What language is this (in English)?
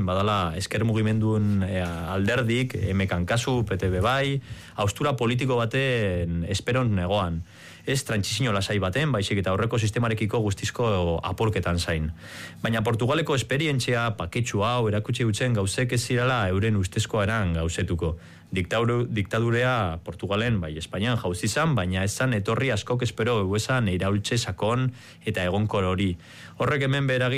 Basque